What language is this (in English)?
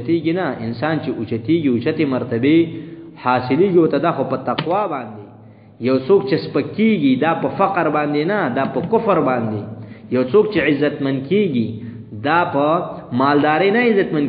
Pashto